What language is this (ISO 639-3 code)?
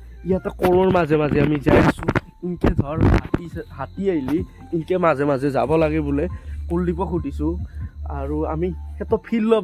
asm